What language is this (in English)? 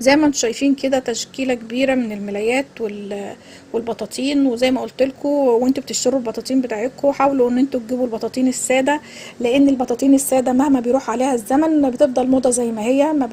Egyptian Arabic